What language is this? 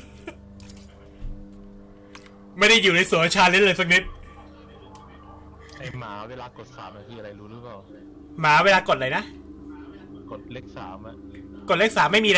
Thai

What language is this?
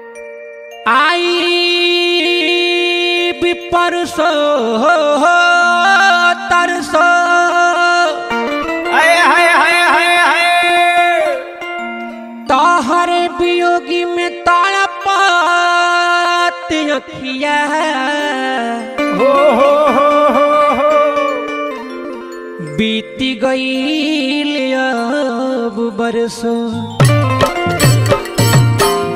Bhojpuri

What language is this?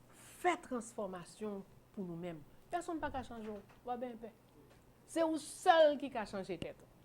Haitian Creole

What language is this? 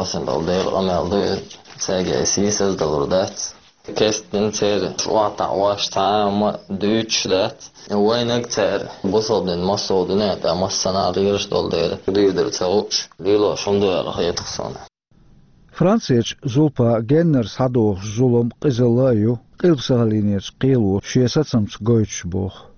Chechen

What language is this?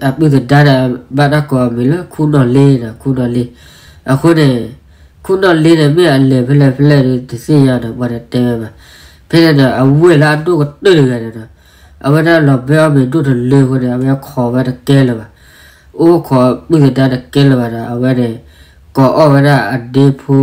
S'gaw Karen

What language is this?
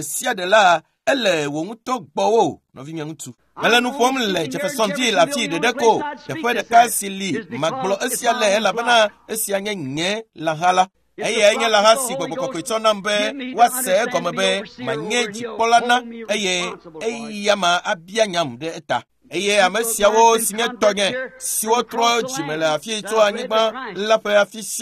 Ewe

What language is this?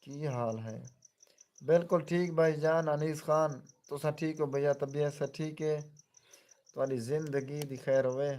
Saraiki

